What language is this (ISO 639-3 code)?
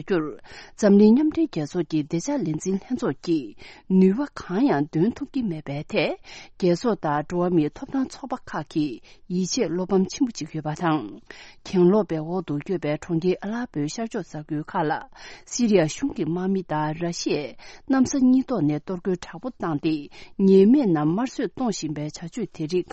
bod